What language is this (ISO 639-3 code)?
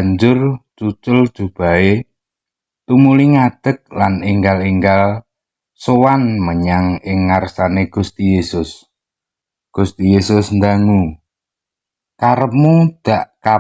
jav